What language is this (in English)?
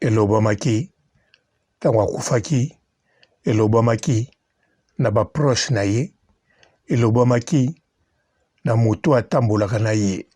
Lingala